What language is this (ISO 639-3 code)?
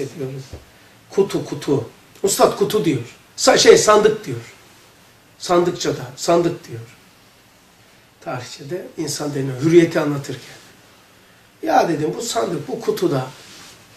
tur